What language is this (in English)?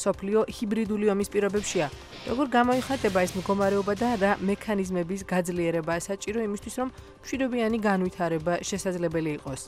Georgian